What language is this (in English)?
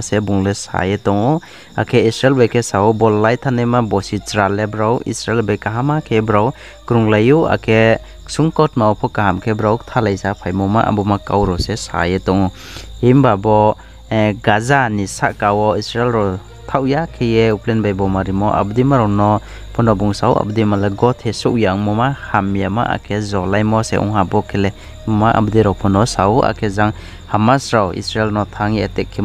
Riang (India)